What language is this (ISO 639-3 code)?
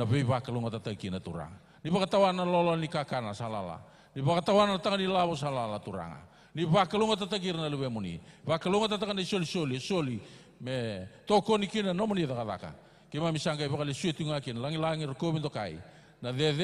fij